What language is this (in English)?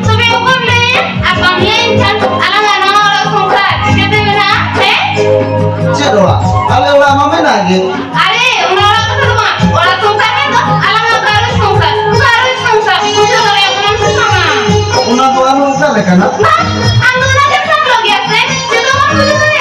Santali